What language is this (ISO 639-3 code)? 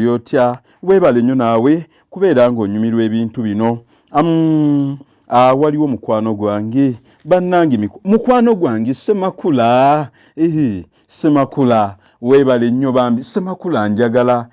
lug